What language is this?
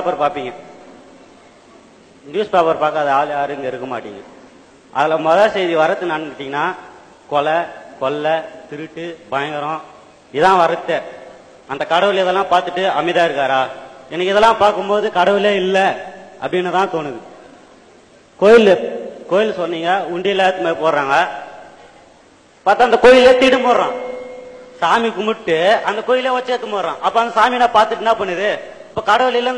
Tamil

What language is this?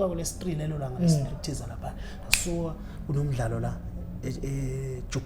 Zulu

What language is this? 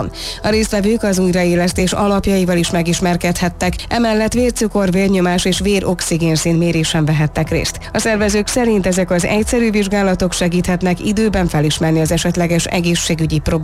Hungarian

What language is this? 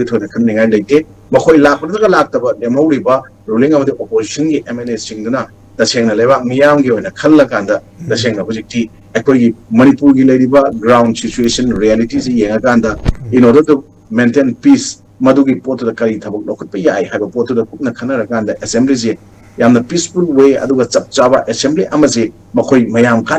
Manipuri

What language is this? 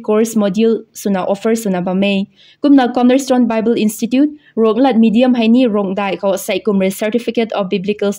Rongmei Naga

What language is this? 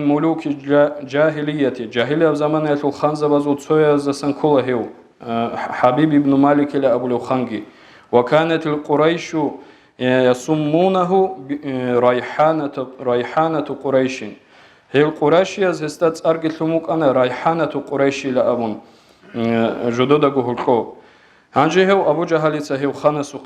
Avaric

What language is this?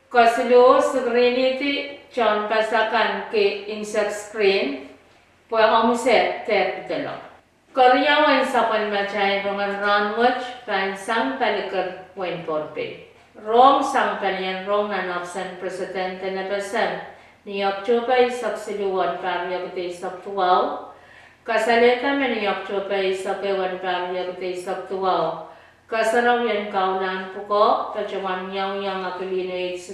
Pohnpeian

